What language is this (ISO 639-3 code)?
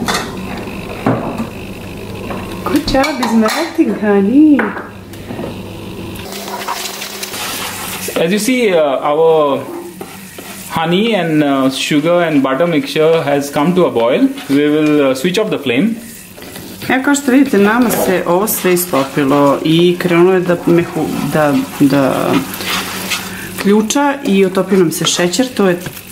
srp